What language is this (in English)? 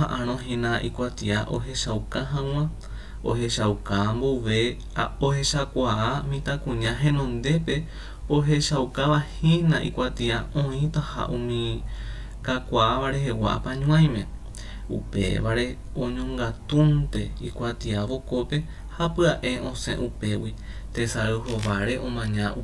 Guarani